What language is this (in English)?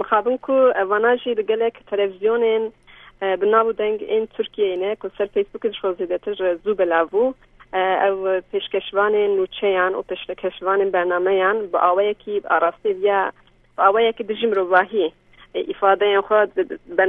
Kurdish